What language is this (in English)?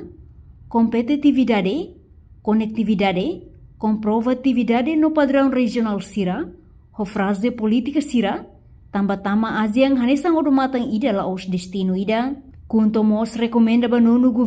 Tetum